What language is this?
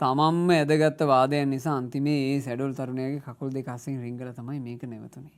Sinhala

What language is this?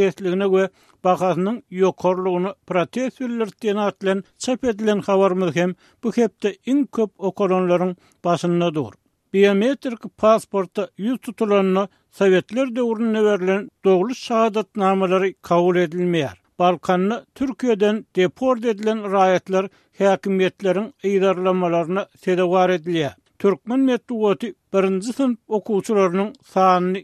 Turkmen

